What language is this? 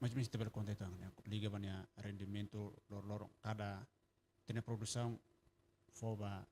Tetum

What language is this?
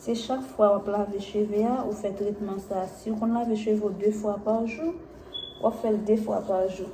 Haitian Creole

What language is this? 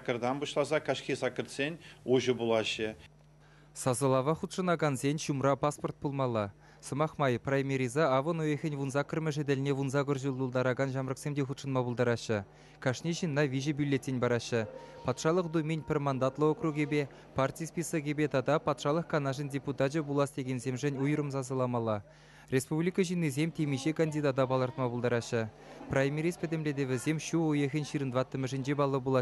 Chuvash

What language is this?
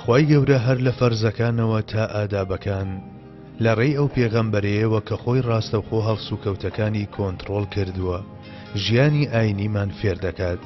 Central Kurdish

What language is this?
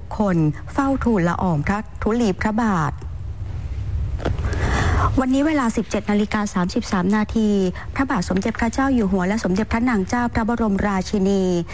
Thai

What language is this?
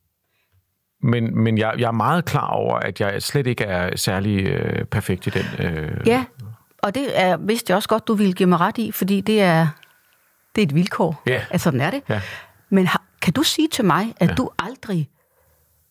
Danish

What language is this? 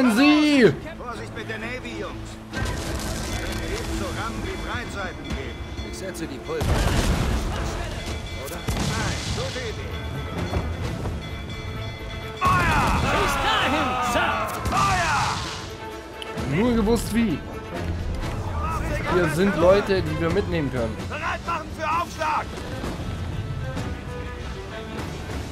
German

